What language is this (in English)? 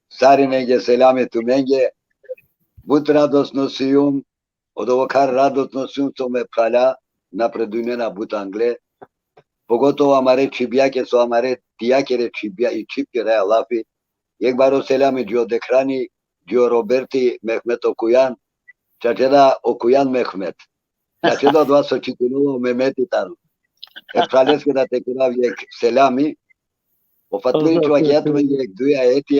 Balkan Romani